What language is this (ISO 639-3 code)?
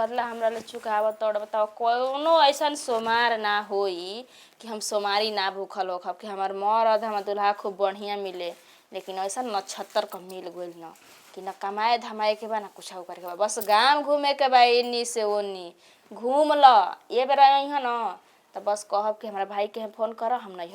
bho